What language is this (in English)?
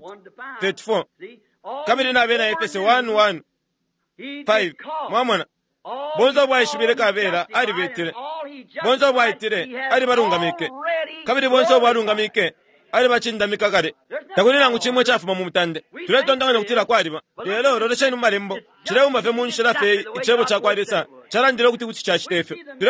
Bemba